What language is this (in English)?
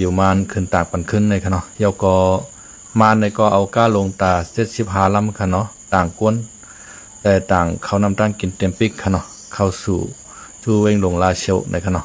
Shan